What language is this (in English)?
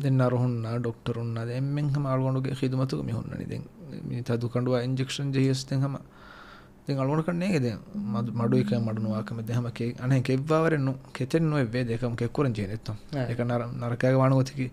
Divehi